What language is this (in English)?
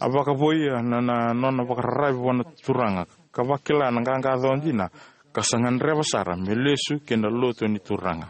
Fijian